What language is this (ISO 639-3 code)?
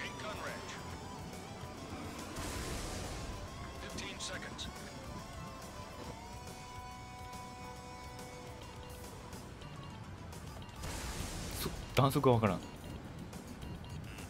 jpn